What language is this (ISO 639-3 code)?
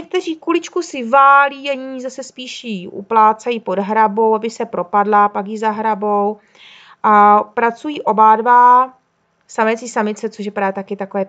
ces